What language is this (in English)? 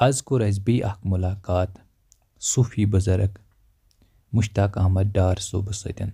Kashmiri